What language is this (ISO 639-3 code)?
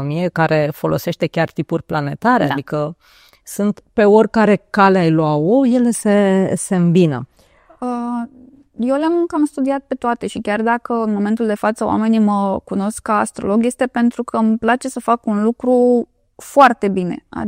ron